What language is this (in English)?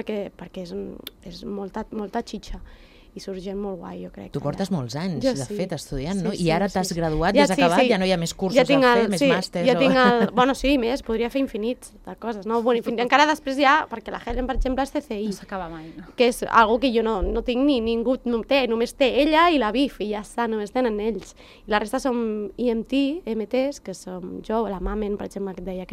Catalan